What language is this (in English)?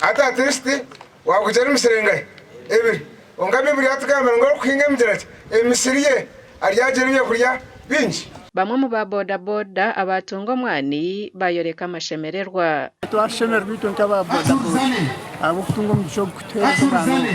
Nyankole